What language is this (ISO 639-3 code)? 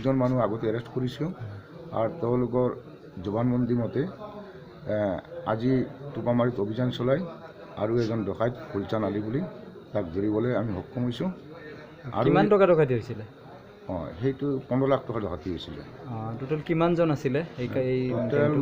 asm